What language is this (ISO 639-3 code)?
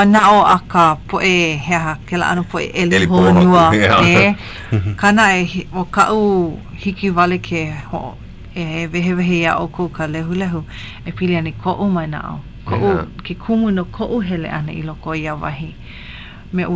haw